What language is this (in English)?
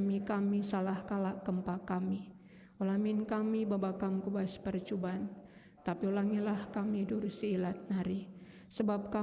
Batak Karo